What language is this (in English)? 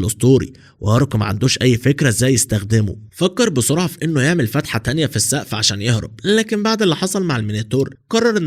Egyptian Arabic